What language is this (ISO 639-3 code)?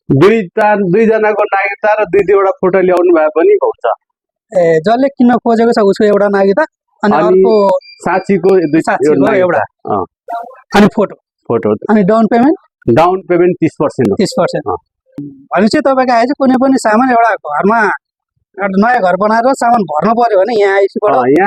nep